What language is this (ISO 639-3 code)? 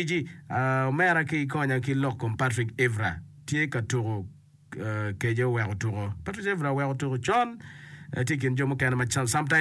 ach